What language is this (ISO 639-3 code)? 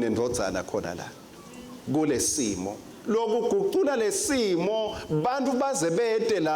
ssw